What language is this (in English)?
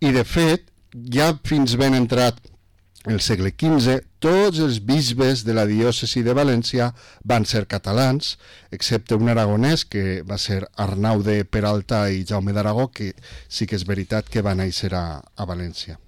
Catalan